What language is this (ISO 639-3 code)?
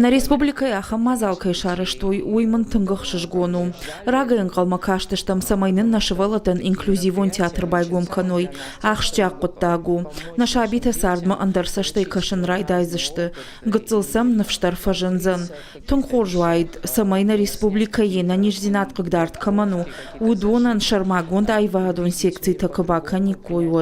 oss